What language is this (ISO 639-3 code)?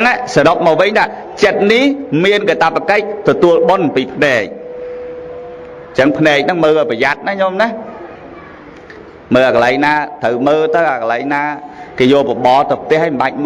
khm